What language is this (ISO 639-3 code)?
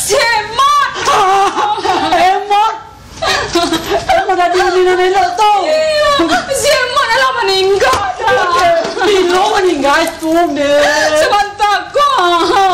min